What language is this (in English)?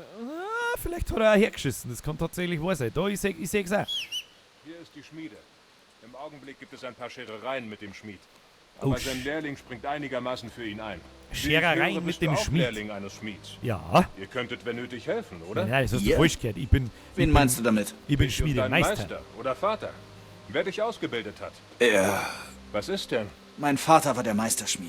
Bavarian